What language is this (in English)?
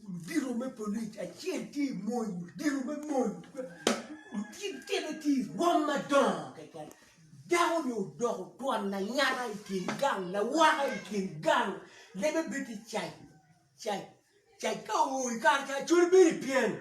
Acoli